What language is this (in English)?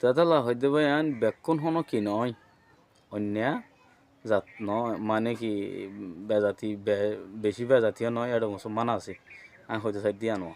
Rohingya